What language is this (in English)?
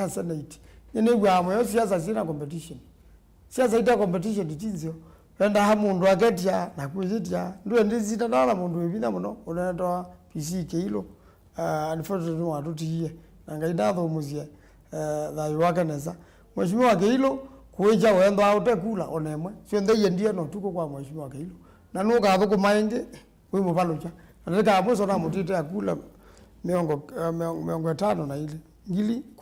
Kamba